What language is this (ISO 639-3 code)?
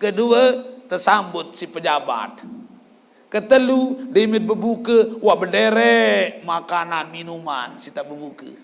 sas